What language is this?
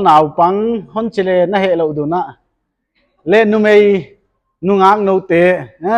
Paite Chin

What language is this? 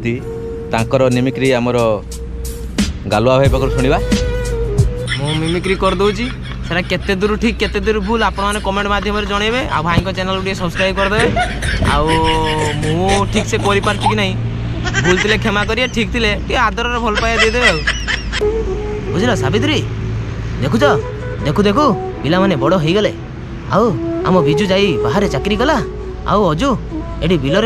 Odia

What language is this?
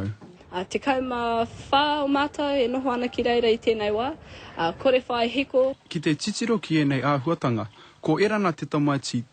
Māori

